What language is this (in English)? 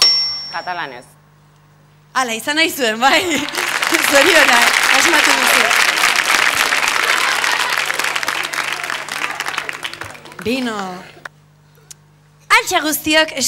Basque